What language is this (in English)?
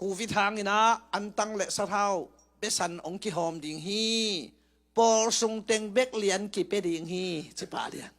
Tedim Chin